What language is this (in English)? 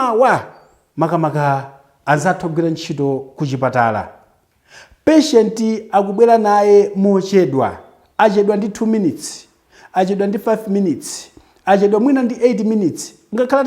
Nyanja